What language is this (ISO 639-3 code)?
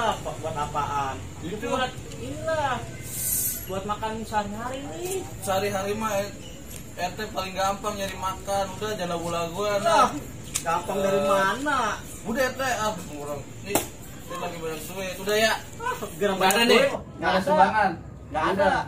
bew